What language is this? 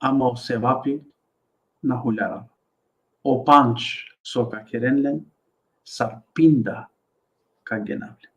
Balkan Romani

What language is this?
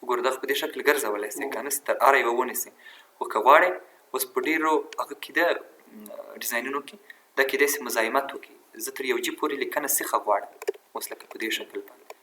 Pashto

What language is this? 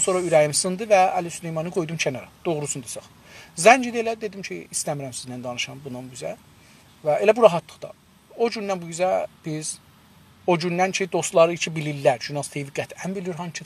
South Azerbaijani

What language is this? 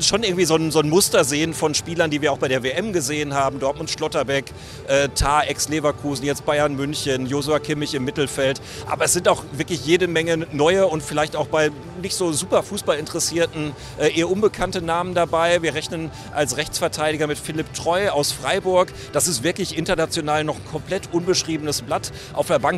German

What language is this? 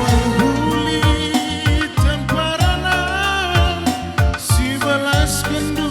Batak Karo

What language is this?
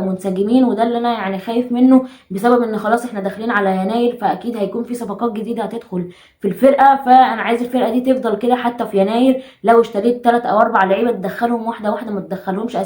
Egyptian Arabic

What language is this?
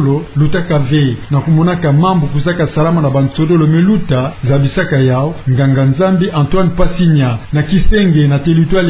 Kituba (Democratic Republic of Congo)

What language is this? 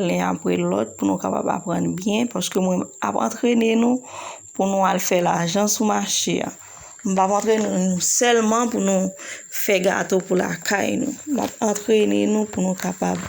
Haitian Creole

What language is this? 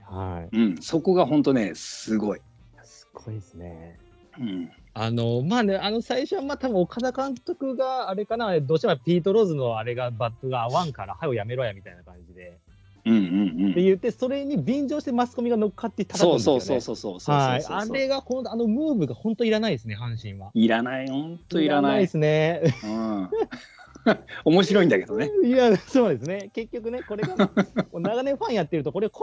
Japanese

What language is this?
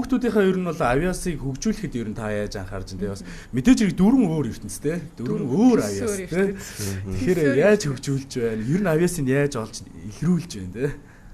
Mongolian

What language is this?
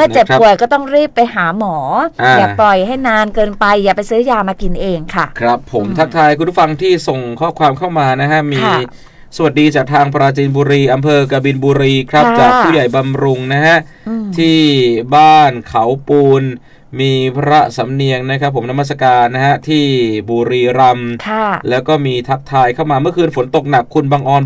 Thai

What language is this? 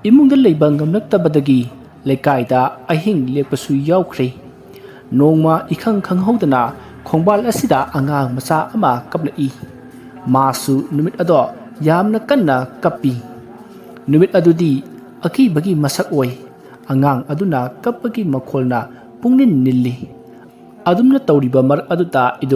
Manipuri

